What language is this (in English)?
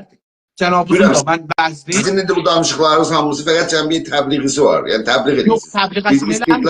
South Azerbaijani